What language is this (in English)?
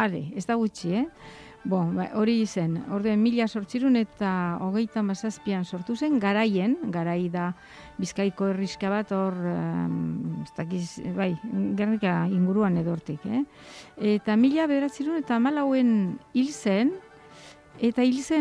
Basque